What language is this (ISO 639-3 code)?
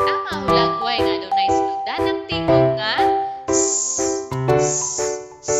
ceb